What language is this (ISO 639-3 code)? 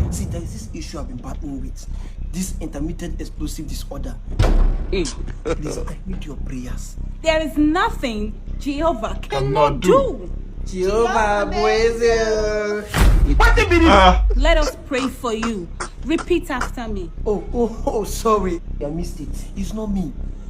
pcm